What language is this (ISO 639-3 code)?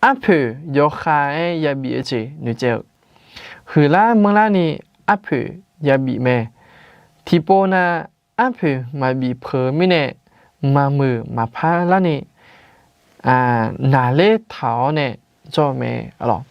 ahk